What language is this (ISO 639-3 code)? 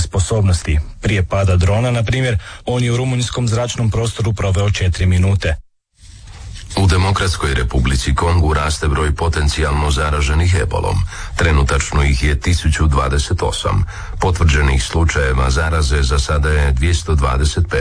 hrv